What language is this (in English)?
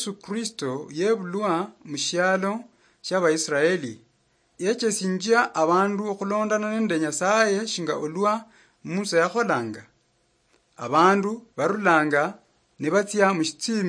Luyia